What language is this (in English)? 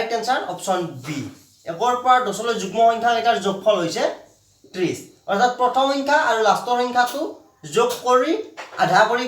Assamese